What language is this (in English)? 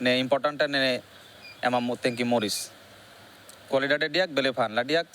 Tetum